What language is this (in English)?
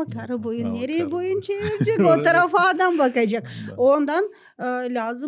Gagauz